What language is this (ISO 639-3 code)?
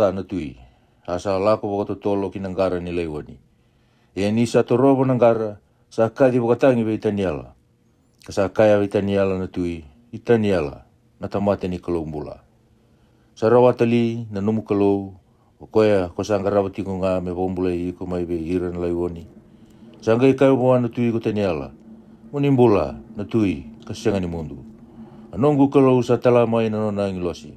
fij